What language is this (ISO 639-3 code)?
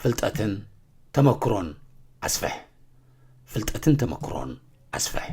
tir